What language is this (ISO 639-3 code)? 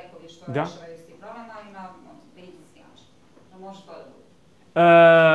srp